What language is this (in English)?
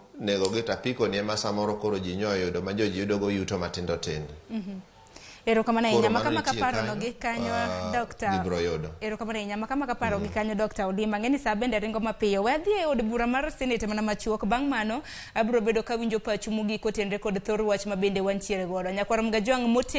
Luo (Kenya and Tanzania)